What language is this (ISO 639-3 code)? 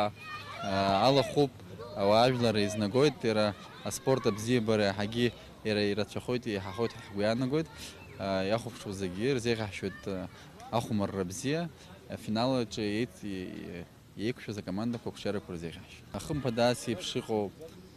abk